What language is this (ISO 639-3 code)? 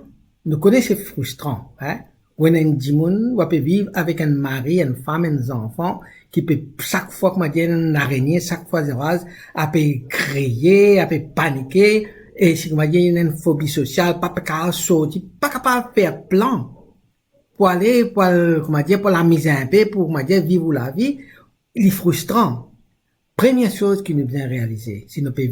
mfe